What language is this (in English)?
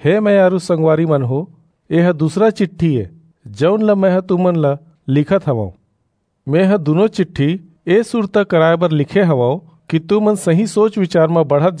Chhattisgarhi